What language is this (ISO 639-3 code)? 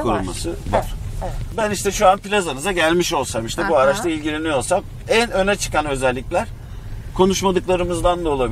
tur